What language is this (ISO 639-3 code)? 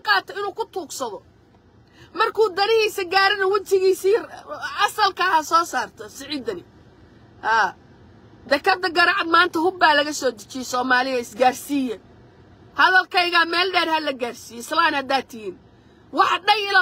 som